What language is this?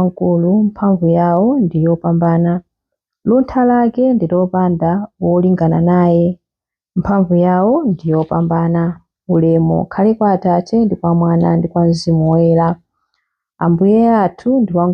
Nyanja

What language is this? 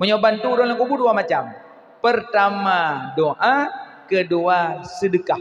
Achinese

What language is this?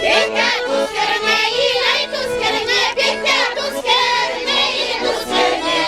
Chuvash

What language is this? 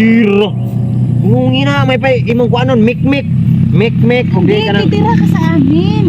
Cebuano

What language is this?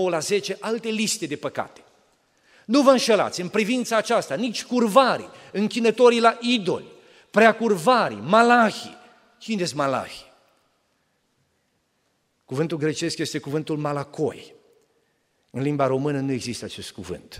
Romanian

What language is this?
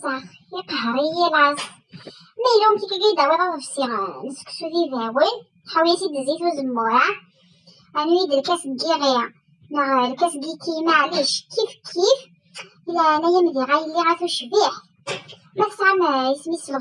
Kabyle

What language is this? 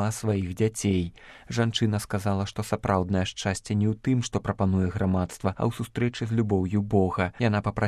Belarusian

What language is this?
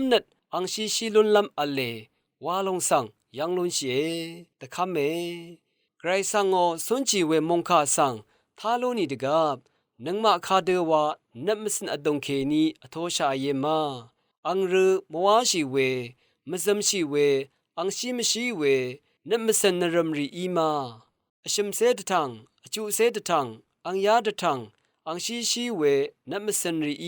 Rawang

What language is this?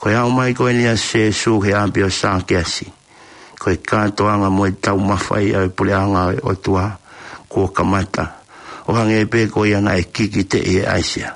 Tongan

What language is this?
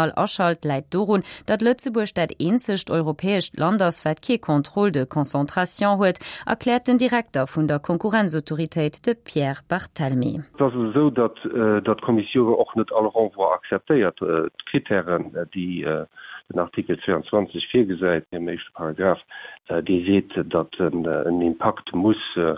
Luxembourgish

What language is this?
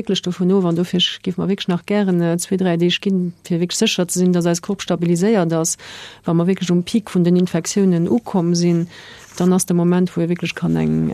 Luxembourgish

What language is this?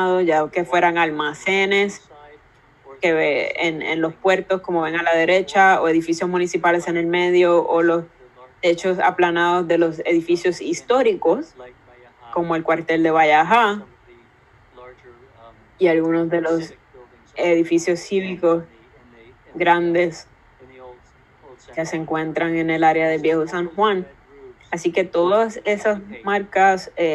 Spanish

